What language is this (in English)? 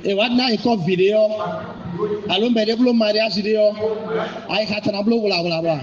Fon